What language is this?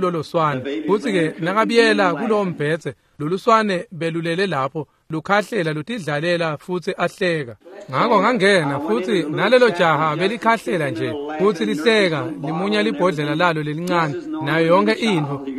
Swati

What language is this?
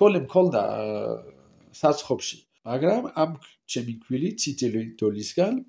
Georgian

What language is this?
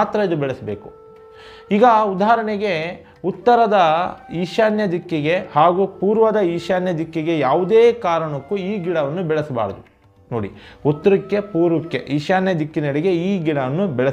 Kannada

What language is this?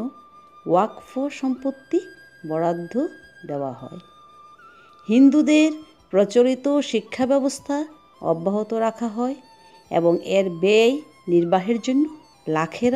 Bangla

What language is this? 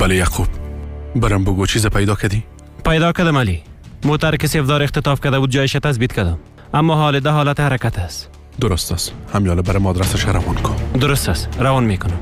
Persian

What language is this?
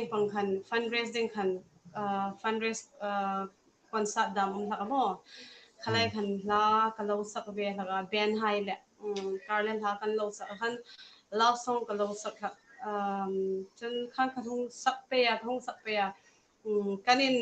Hmar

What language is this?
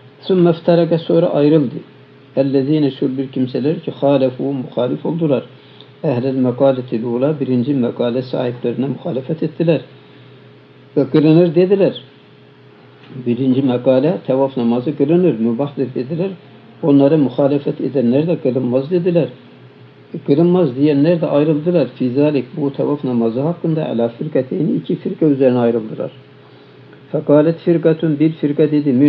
Turkish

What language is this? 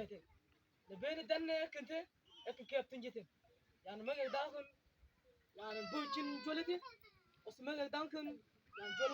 Mabaan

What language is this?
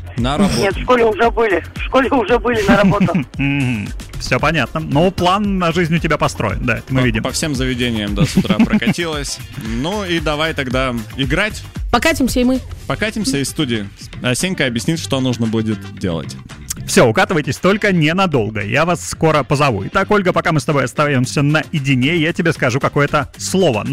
Russian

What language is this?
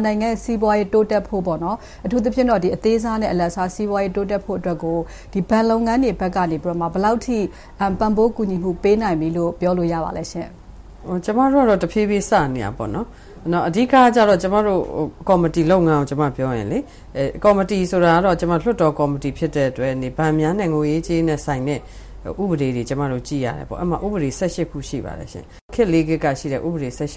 Burmese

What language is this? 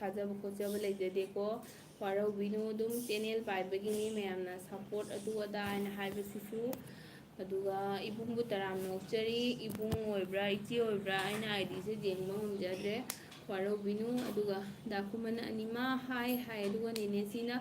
Manipuri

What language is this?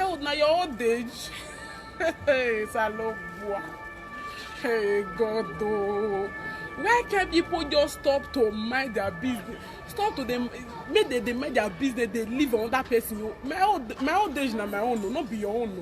Nigerian Pidgin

